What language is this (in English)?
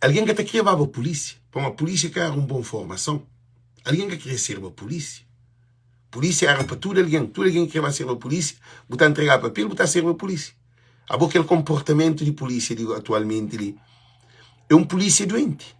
Kabuverdianu